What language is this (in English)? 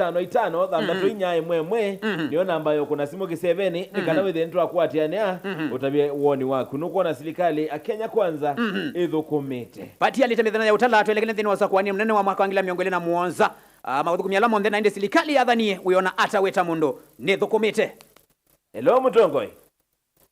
Kamba